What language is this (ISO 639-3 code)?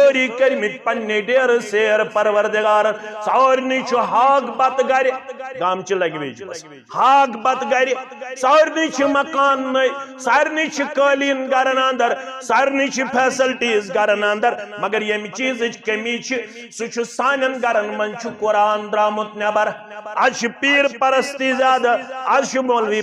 kas